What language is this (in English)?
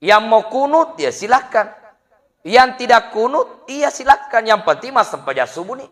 Buginese